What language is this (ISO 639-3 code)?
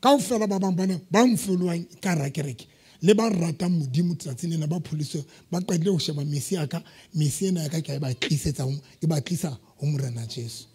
sot